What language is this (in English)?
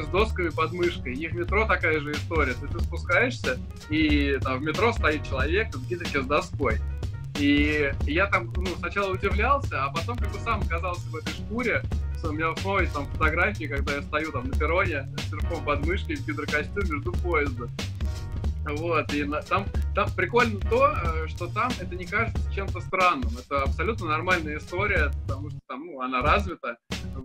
Russian